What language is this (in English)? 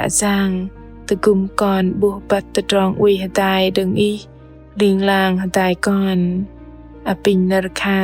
Bahnar